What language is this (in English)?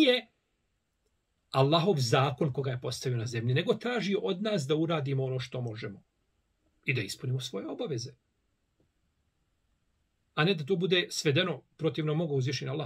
Bosnian